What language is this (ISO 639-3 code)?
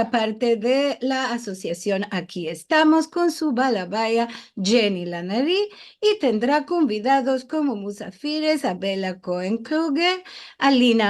lad